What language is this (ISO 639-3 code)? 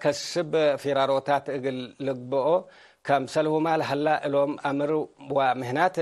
tig